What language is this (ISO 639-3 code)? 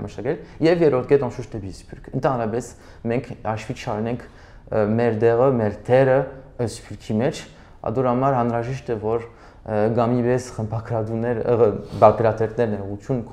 hye